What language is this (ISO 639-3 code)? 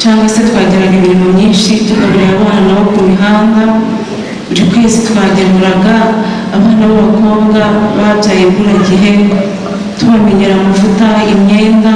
kin